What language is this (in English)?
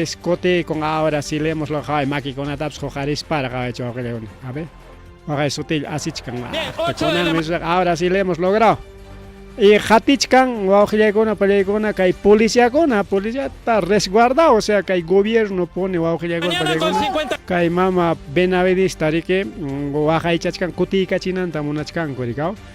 Ayacucho Quechua